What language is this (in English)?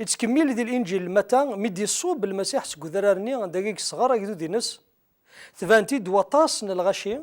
Kabyle